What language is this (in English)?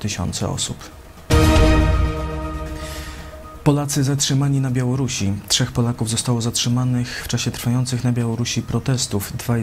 Polish